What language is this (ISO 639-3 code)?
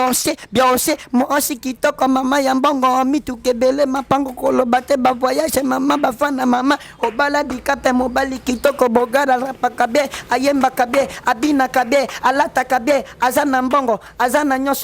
lin